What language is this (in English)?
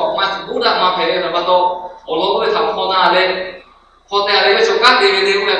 Lahu